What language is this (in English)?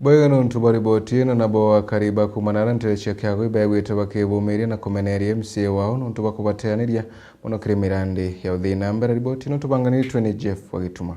Meru